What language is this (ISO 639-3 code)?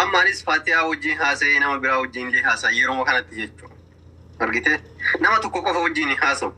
orm